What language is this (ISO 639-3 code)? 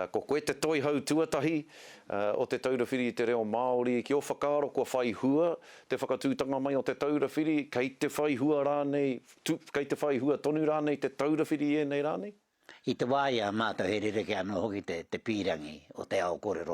mri